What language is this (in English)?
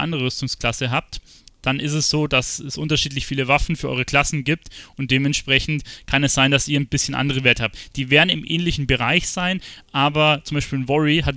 German